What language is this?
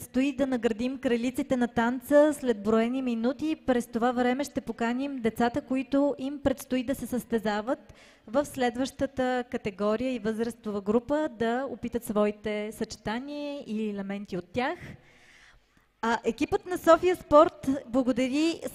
Bulgarian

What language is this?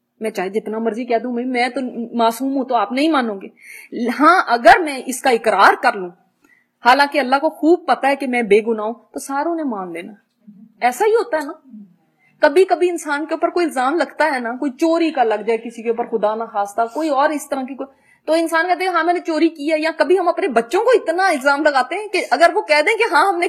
Urdu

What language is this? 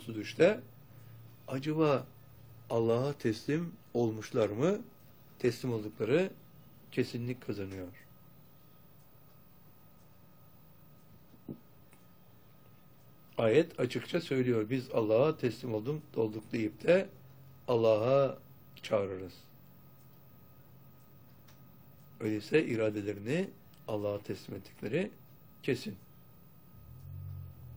Turkish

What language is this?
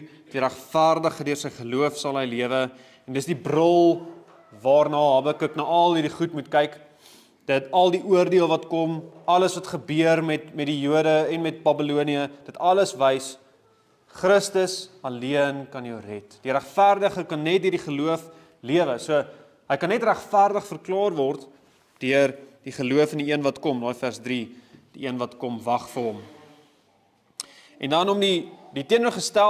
Afrikaans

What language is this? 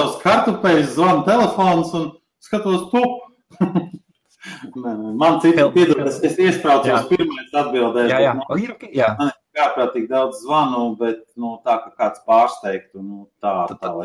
Latvian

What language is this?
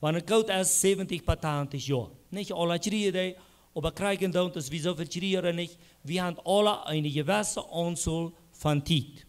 Plautdietsch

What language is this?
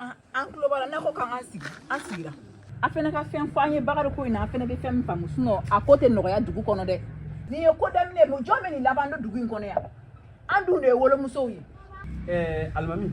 Bambara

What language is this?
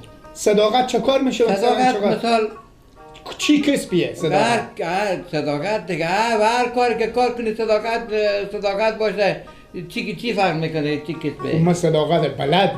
Persian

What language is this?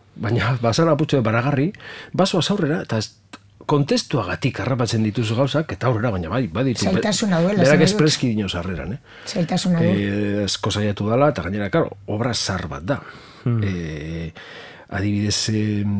Basque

